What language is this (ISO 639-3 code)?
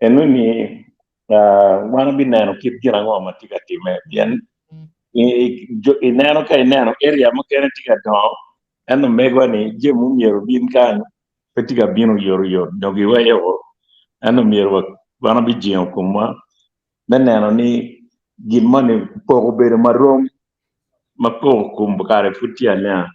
ach